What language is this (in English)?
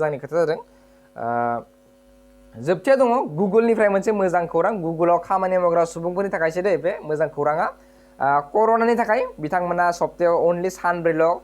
Bodo